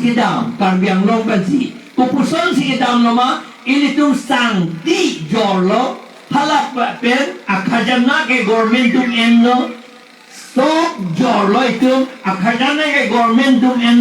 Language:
Karbi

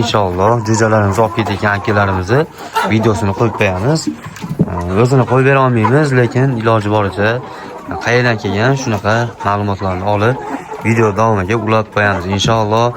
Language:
Uzbek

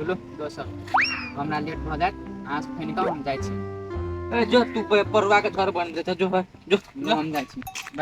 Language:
Maithili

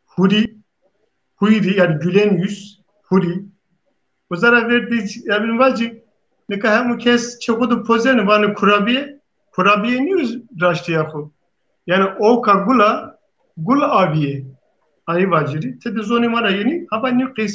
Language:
Zaza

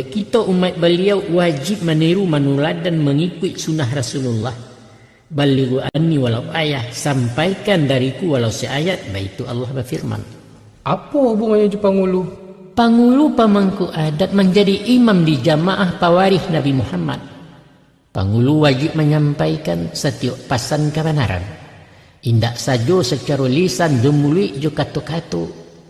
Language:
Minangkabau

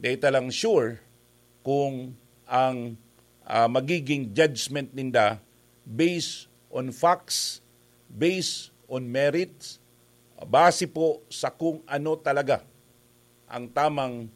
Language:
Bikol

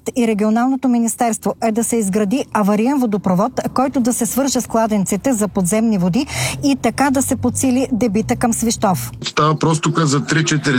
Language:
Bulgarian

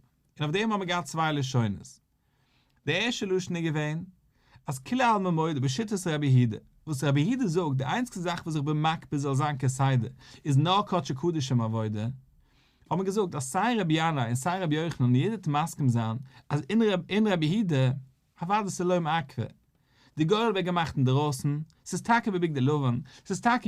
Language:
Yiddish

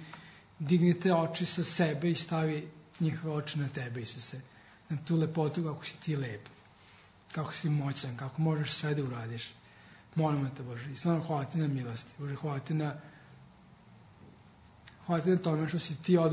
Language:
Serbian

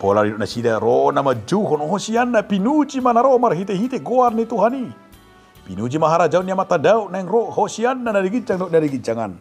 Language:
Batak Toba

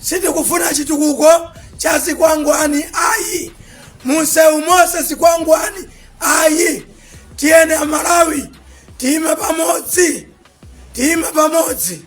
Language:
Nyanja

